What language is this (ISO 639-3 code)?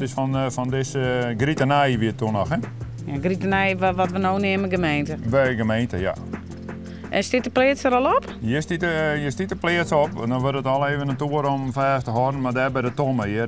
fry